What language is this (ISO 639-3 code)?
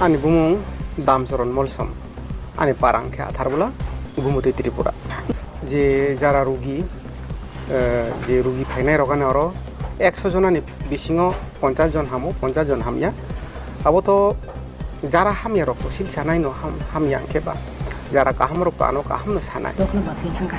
trp